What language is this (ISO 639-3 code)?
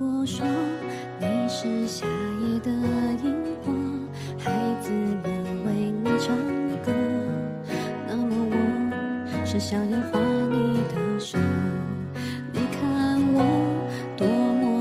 zho